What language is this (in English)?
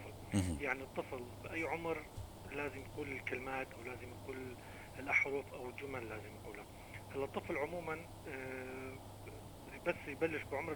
North Levantine Arabic